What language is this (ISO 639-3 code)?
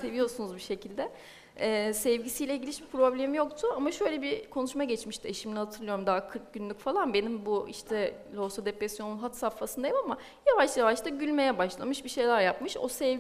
tur